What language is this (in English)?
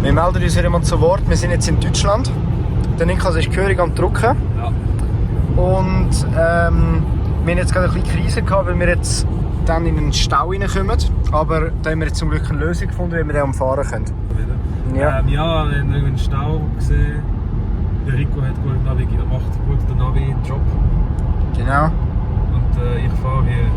Swiss German